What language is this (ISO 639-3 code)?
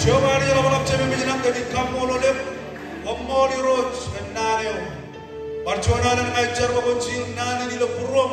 mah